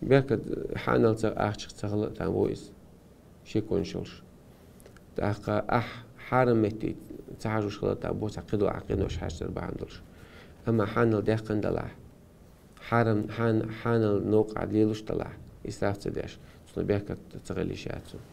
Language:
Chechen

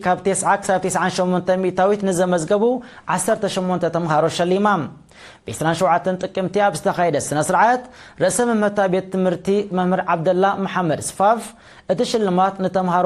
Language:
Tigrinya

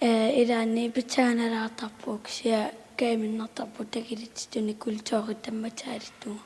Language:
Kalaallisut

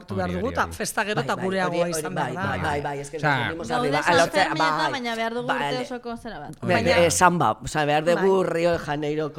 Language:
Basque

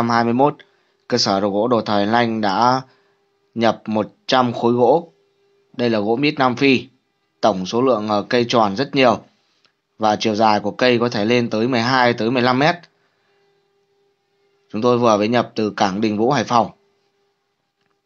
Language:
Vietnamese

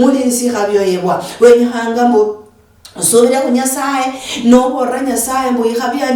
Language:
Luyia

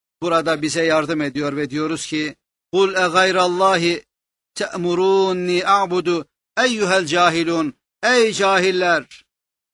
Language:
Turkish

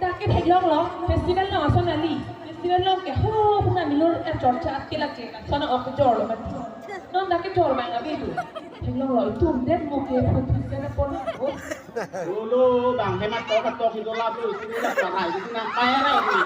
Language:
Karbi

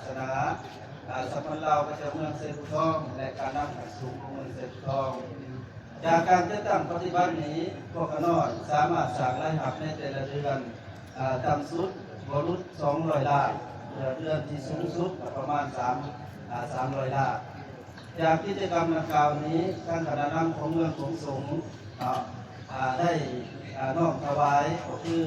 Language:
Lao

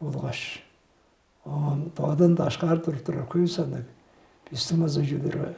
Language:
Tuvinian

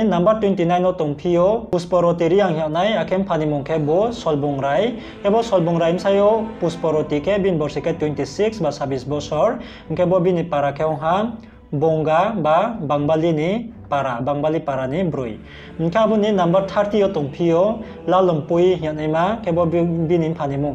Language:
Riang (India)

